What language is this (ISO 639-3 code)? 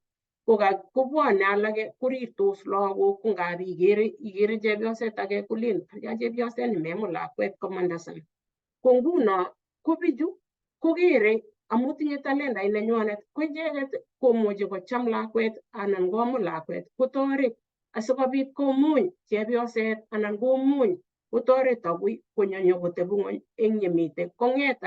kln